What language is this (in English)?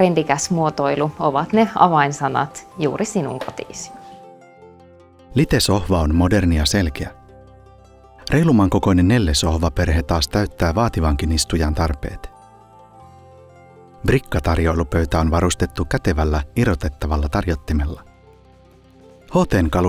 Finnish